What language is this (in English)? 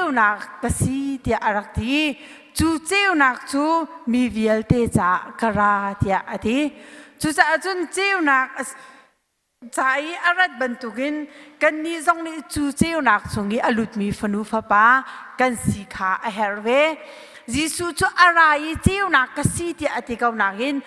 Hakha Chin